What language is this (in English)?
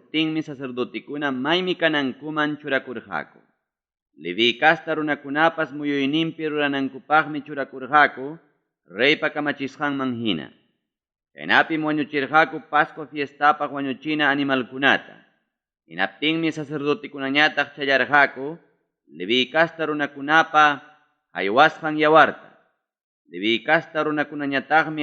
Ayacucho Quechua